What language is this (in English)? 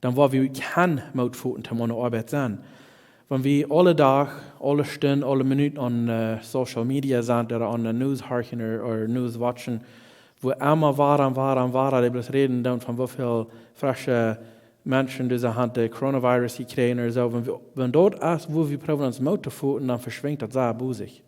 Plautdietsch